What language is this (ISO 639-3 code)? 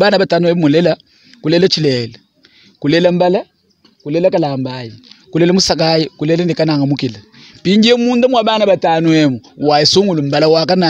lua